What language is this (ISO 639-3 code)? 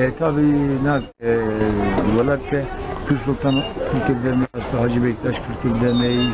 zza